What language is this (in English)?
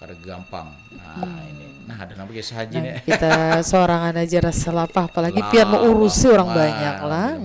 Banjar